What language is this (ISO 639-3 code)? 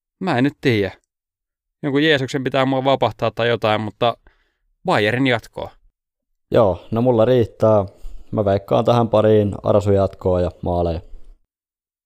fin